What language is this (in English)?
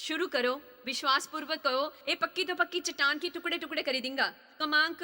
Dogri